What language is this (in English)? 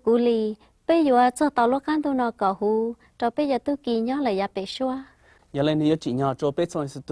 Hmong